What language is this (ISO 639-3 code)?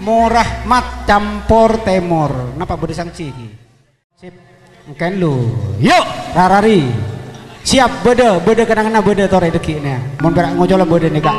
mad